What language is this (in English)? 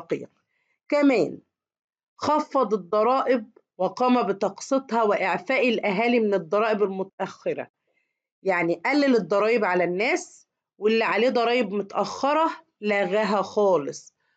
Egyptian Arabic